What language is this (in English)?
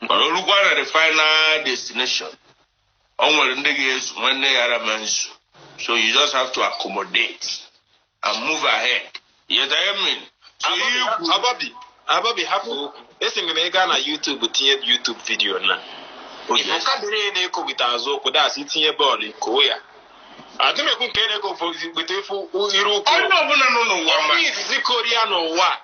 Igbo